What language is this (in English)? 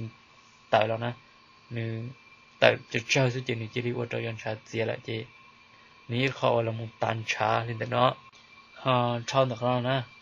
Hmong